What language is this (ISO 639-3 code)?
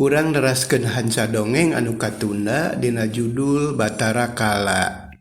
sun